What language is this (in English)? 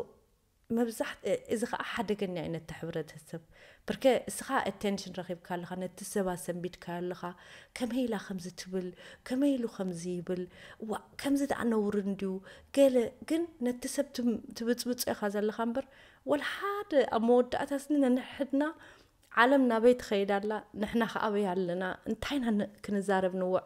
Tigrinya